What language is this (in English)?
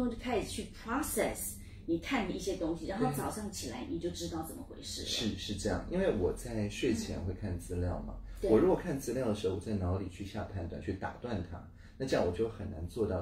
Chinese